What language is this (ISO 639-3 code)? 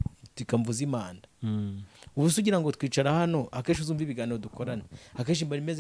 kin